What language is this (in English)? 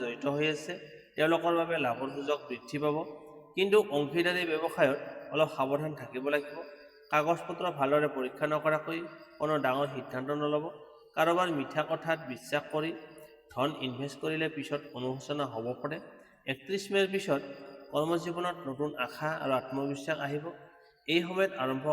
Assamese